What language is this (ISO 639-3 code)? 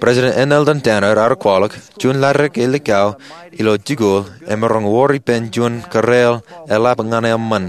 mah